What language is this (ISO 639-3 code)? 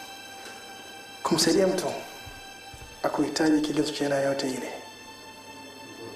swa